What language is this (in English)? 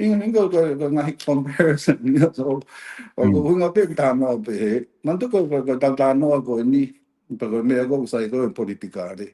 Tongan